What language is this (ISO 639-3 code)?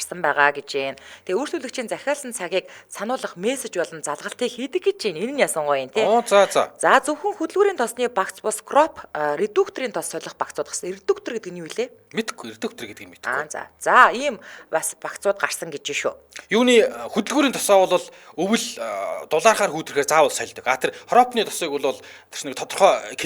mon